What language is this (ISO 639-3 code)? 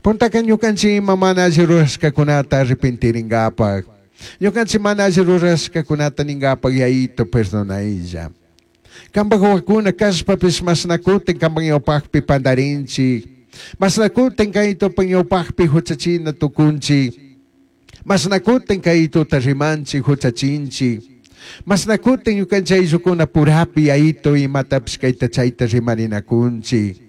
qug